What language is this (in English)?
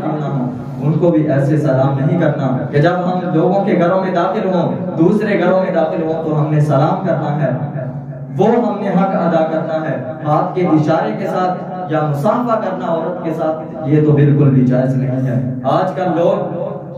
Urdu